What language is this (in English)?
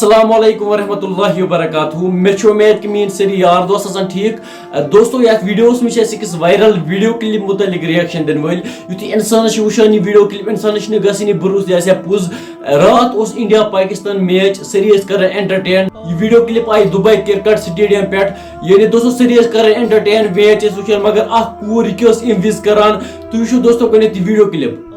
Kashmiri